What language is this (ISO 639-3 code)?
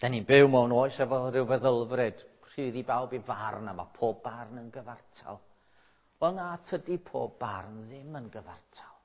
cym